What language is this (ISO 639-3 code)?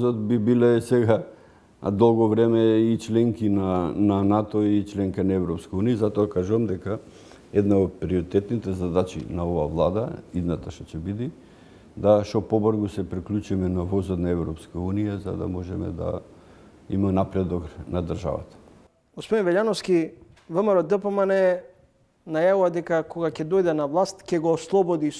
mkd